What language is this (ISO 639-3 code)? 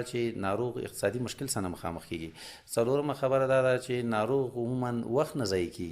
pus